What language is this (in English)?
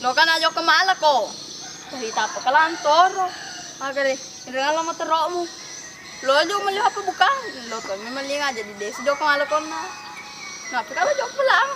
Buginese